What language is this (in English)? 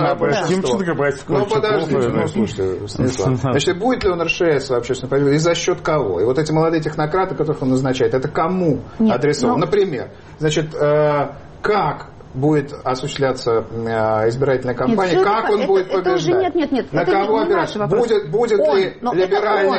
Russian